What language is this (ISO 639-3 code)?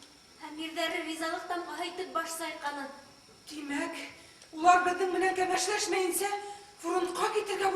bak